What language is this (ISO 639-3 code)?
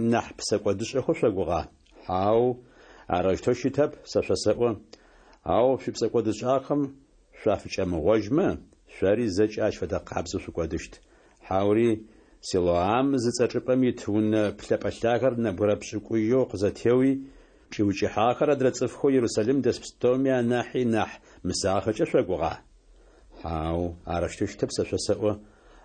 ady